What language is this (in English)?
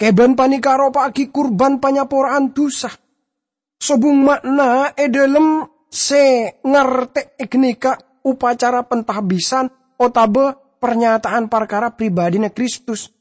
Madurese